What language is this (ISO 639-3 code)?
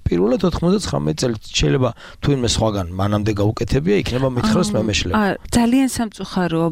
kat